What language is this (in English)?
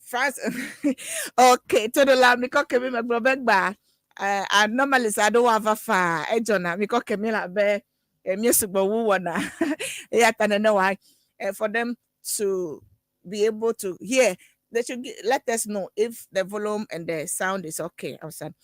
Ewe